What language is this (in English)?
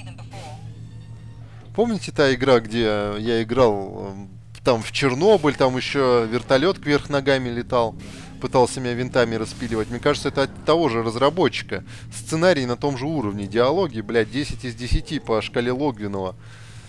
Russian